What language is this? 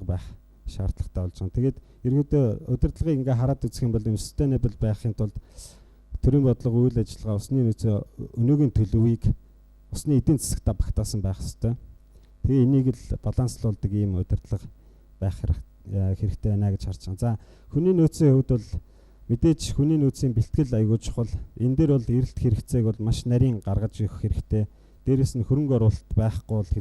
Mongolian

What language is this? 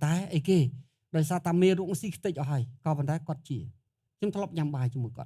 Khmer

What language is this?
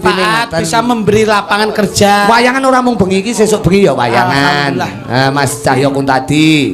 Javanese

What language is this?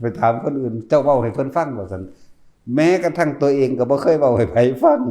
Lao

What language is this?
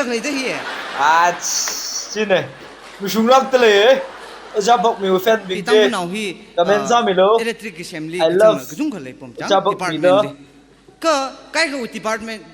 Tangkhul Naga (India)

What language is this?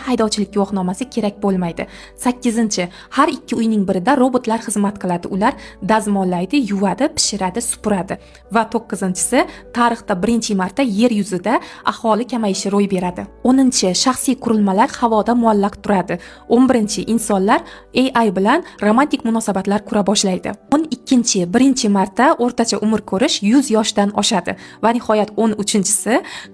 Uzbek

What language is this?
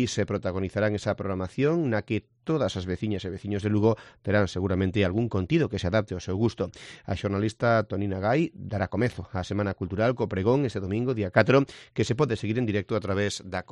Galician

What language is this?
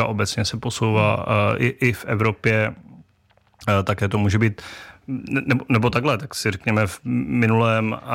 Czech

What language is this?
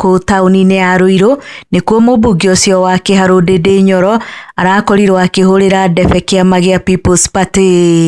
Kikuyu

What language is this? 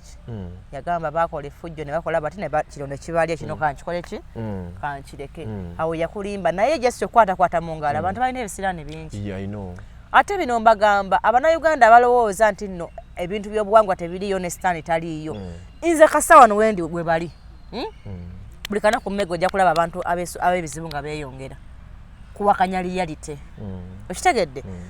Ganda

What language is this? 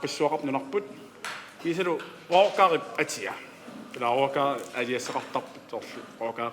Kalaallisut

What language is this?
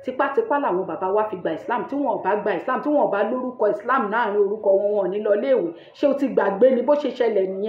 Yoruba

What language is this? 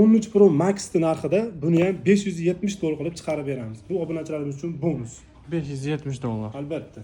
Uzbek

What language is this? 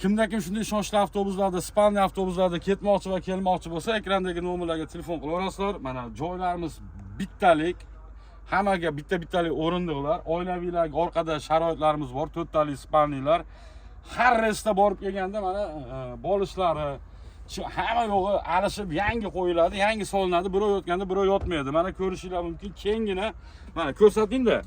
Uzbek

